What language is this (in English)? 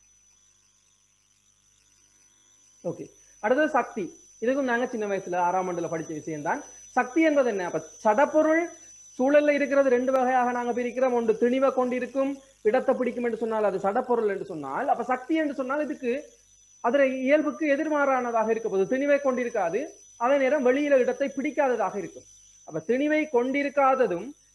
Tamil